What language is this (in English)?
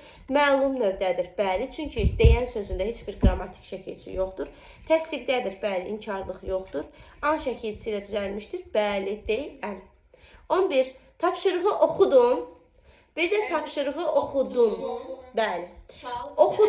Azerbaijani